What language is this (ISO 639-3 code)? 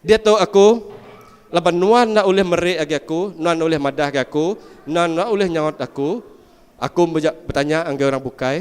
iba